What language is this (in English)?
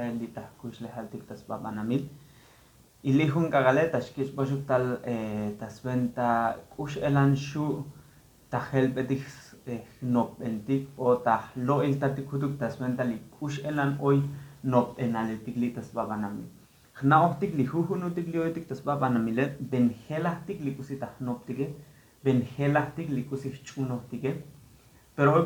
Tzotzil